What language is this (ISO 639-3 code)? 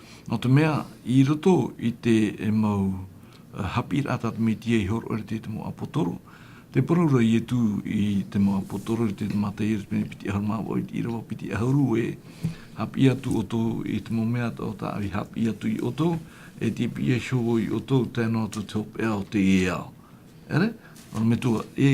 tah